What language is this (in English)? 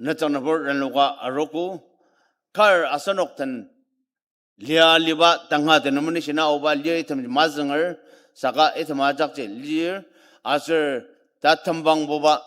Ao Naga